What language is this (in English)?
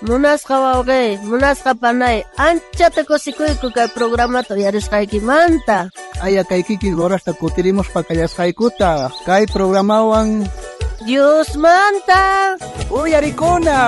South Bolivian Quechua